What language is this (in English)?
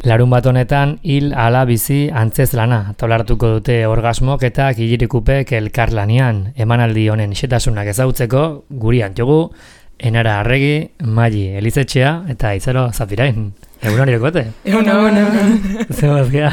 Basque